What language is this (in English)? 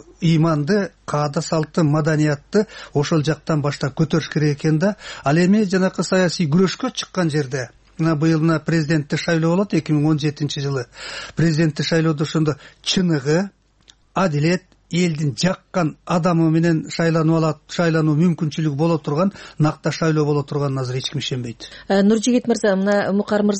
Kyrgyz